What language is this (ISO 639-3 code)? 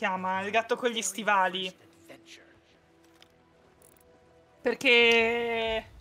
ita